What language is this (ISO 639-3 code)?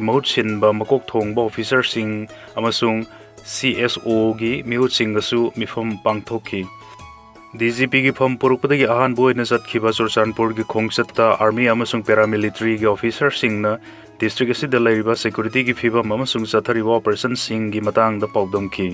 mni